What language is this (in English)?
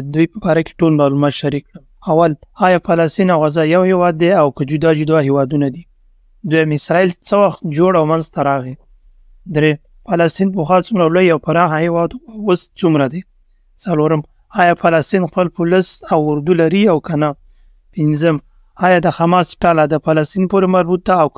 Pashto